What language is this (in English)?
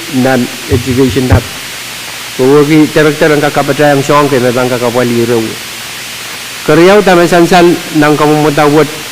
Pohnpeian